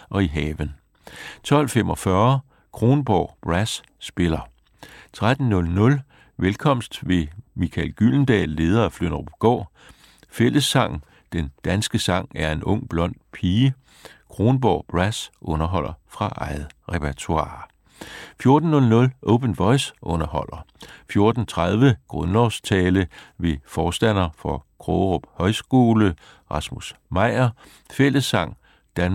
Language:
Danish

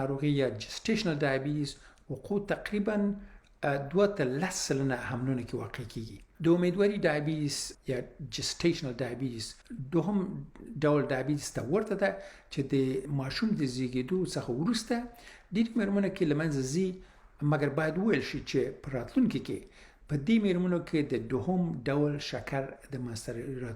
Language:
Pashto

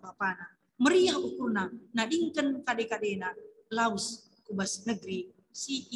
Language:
Batak Karo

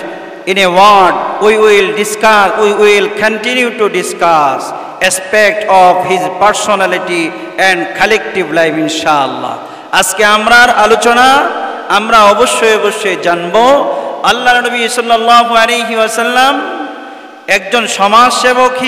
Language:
Bangla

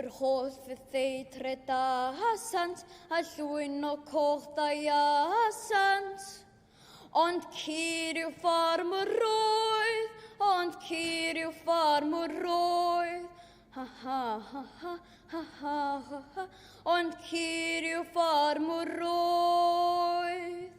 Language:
Welsh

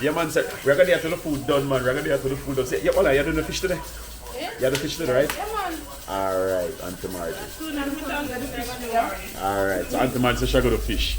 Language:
Jamaican Creole English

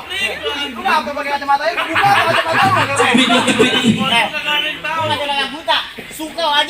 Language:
Betawi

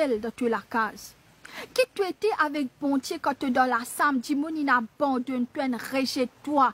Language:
Morisyen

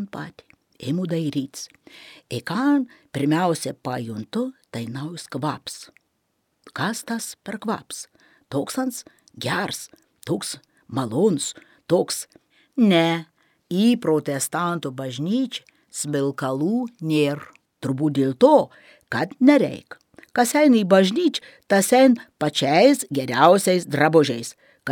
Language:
Lithuanian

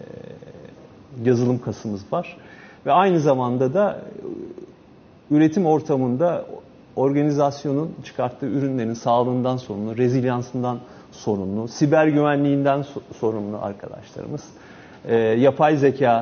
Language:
Turkish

